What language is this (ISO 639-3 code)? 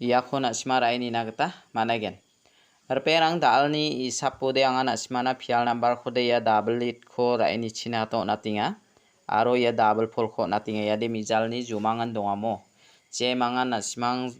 grt